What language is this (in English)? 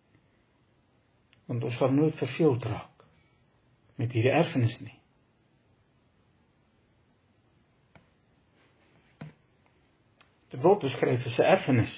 Afrikaans